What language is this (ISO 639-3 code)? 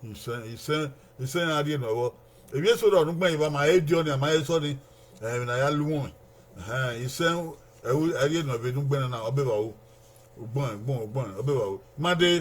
bin